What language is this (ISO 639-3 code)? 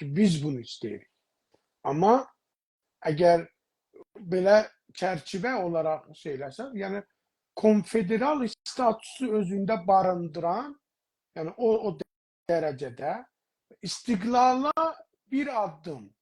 azb